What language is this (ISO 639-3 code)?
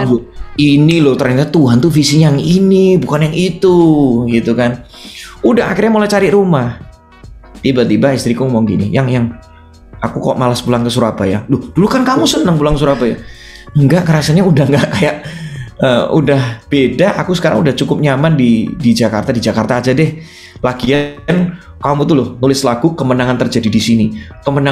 ind